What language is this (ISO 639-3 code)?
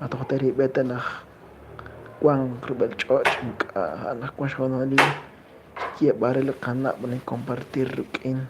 kek